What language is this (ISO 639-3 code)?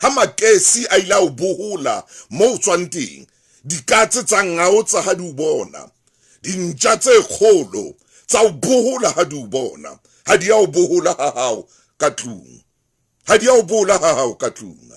sot